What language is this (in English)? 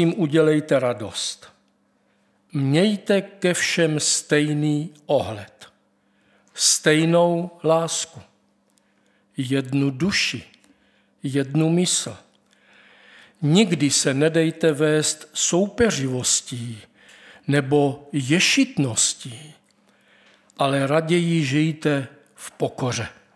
Czech